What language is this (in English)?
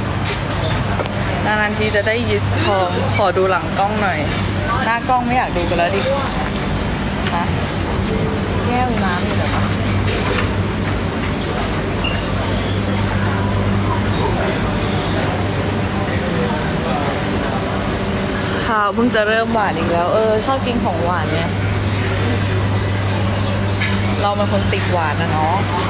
Thai